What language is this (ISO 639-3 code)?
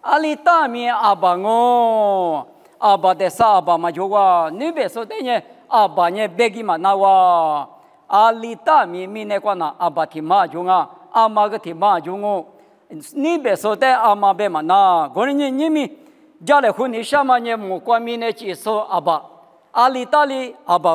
lis